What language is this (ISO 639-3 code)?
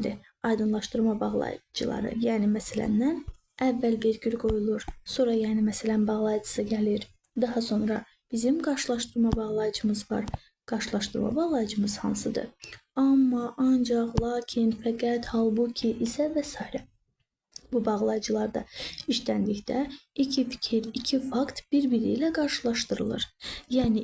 aze